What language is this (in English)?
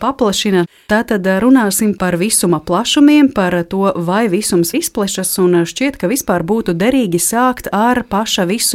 Latvian